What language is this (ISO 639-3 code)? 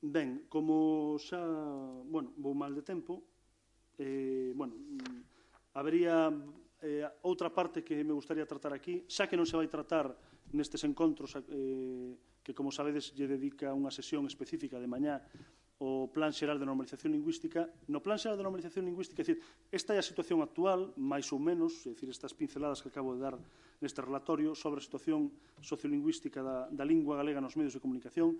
glg